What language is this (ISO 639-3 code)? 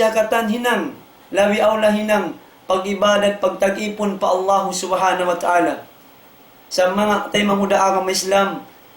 tsg